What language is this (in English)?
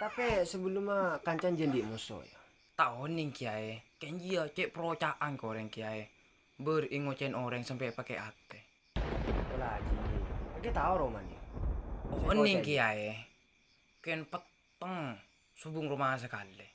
Madurese